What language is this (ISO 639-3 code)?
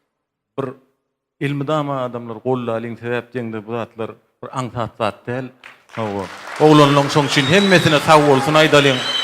tuk